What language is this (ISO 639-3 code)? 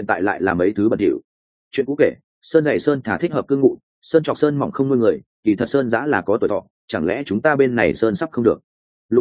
vie